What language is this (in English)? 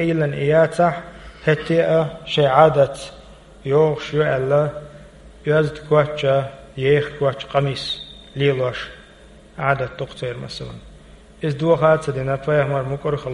Chechen